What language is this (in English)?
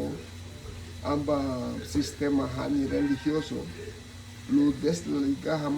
Garifuna